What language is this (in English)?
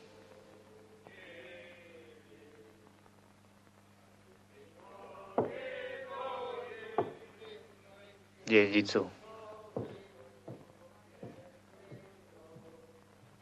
Polish